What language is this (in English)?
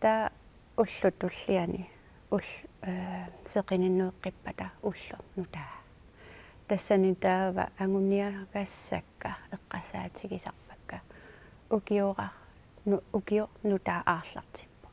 Kalaallisut